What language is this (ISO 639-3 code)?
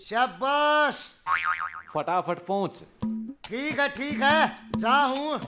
bgc